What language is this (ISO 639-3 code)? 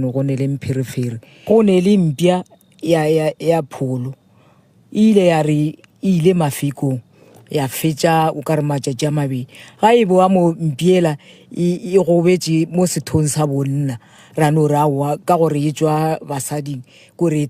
nso